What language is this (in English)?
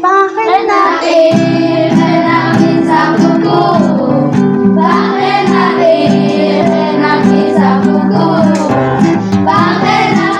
Poqomchi'